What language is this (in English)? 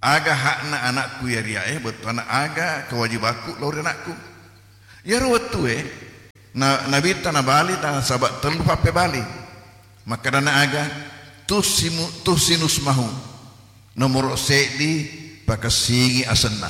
Buginese